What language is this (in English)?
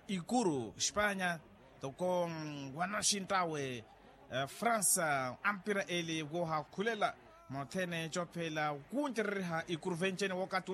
Makhuwa